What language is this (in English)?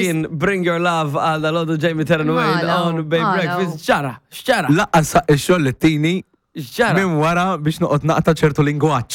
Maltese